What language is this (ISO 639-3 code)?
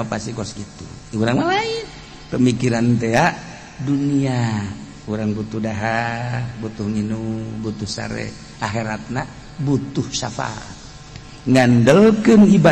sun